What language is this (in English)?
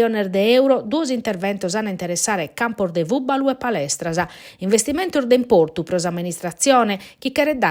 Sardinian